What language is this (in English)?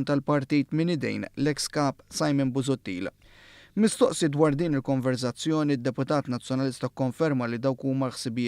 Maltese